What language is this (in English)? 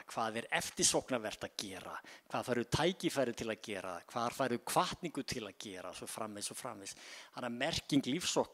Icelandic